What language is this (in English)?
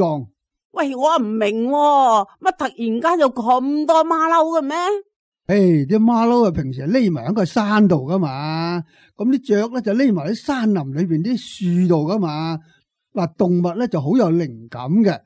Cantonese